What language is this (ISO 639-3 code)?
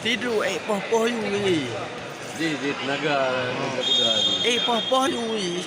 ace